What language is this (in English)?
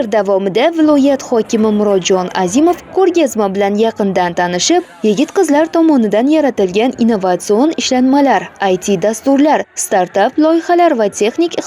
Uzbek